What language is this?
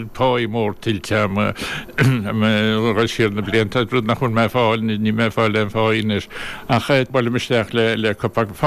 Irish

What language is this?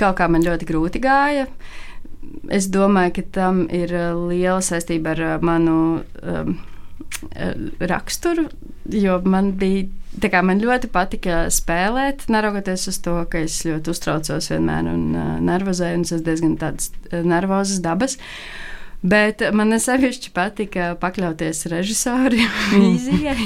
Latvian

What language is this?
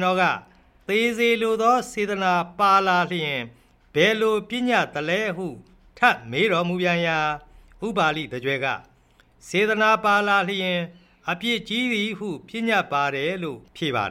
Burmese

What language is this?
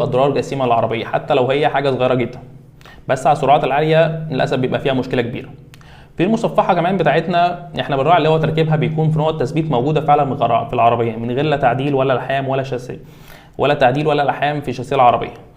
Egyptian Arabic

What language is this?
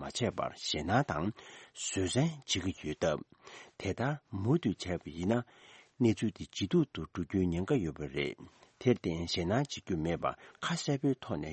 Tibetan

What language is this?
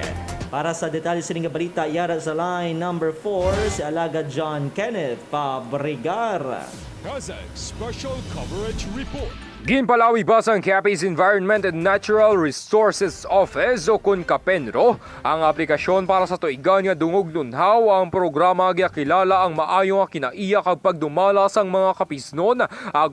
Hiligaynon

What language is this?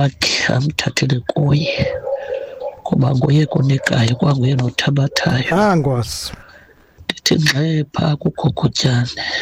Xhosa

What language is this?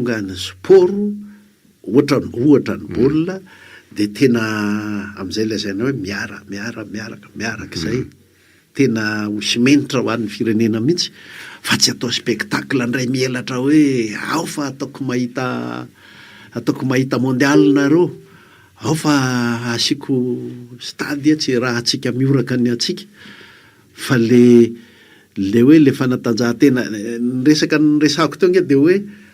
Malagasy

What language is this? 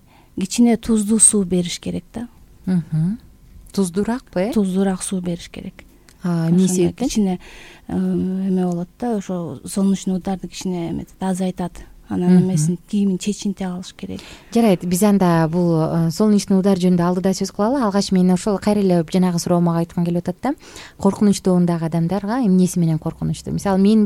Kyrgyz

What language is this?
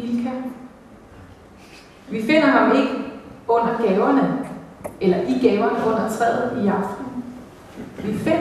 Danish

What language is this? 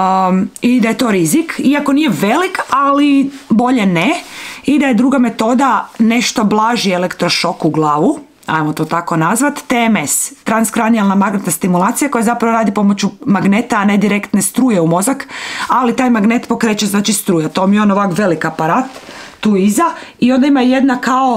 Croatian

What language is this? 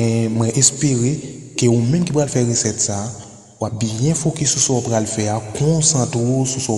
Haitian Creole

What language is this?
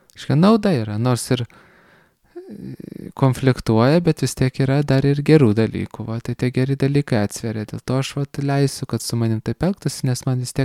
Lithuanian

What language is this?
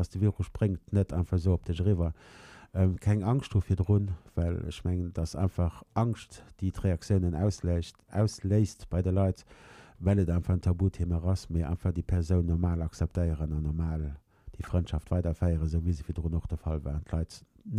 Luxembourgish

